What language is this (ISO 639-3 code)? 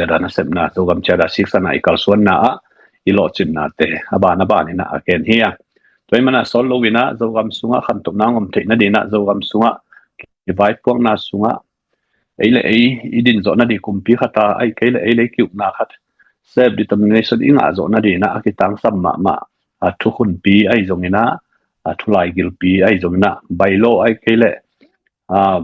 ctd